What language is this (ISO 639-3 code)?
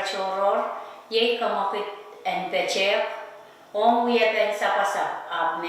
pon